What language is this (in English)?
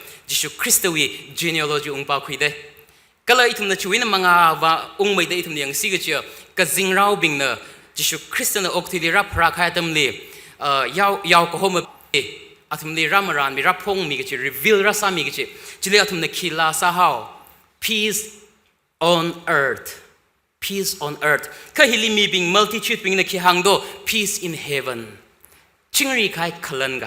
Tangkhul Naga (India)